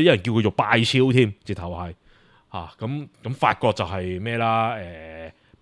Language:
Cantonese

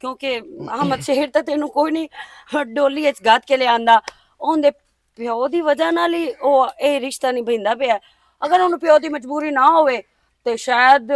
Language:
Western Panjabi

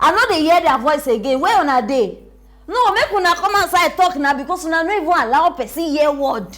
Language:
Nigerian Pidgin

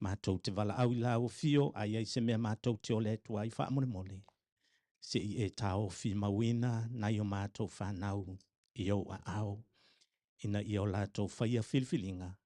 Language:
Samoan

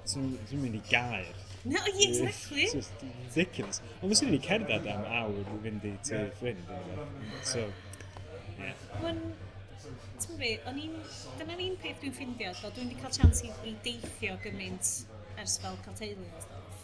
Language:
Welsh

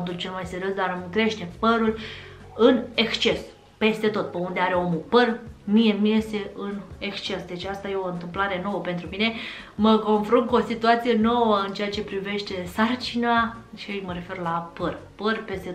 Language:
Romanian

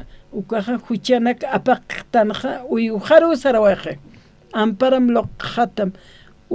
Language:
Aymara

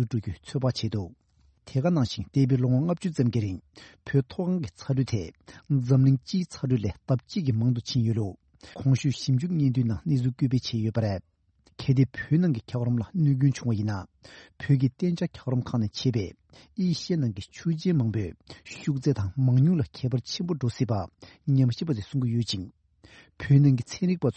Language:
Tibetan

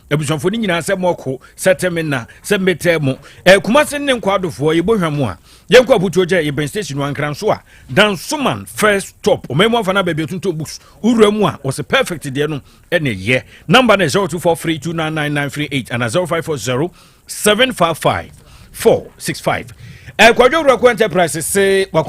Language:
Akan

